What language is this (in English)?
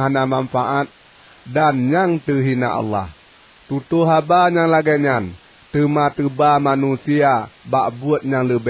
Achinese